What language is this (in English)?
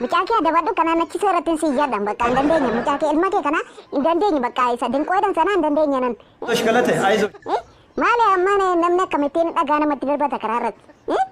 Oromo